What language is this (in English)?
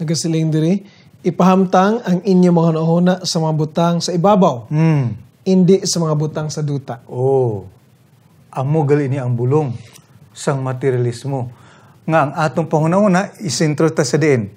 Hiligaynon